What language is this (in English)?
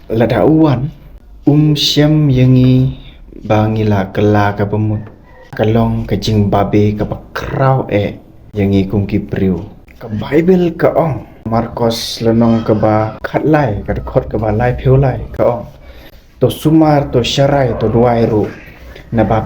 Khasi